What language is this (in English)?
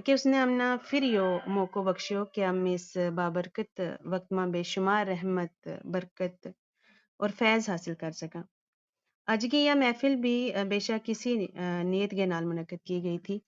Gujari